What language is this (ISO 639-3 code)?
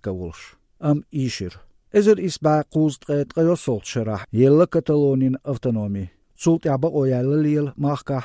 che